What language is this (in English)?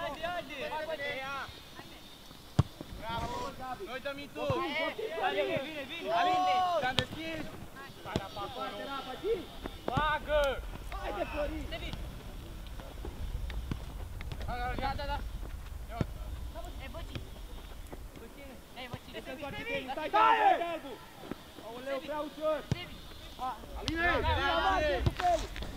Romanian